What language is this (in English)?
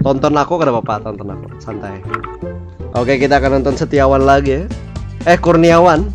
Banjar